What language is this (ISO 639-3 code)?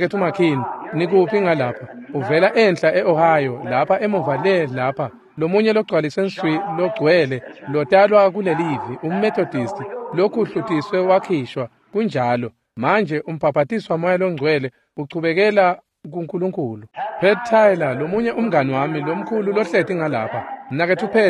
ssw